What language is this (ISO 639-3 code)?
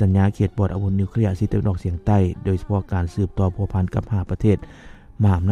lao